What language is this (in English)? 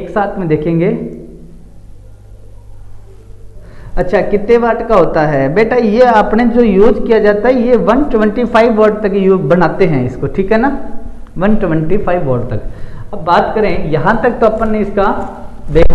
Hindi